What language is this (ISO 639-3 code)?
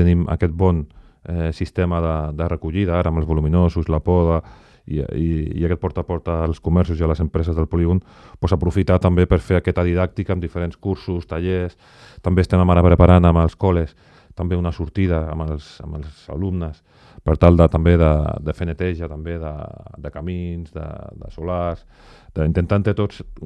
cat